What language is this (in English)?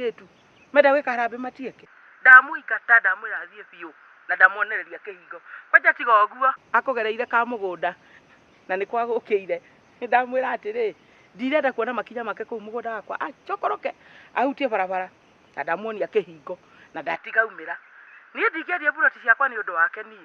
Kikuyu